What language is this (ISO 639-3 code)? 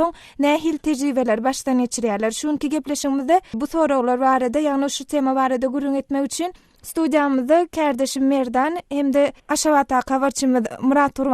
tuk